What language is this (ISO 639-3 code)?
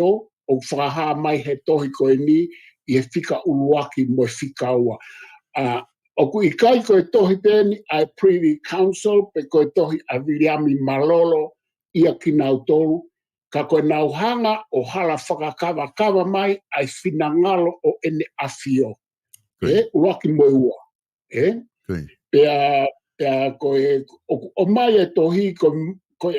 ton